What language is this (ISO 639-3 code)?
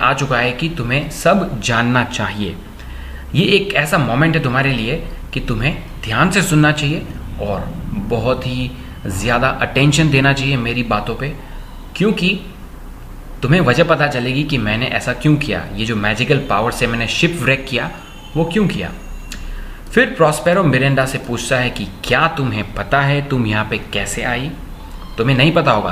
hin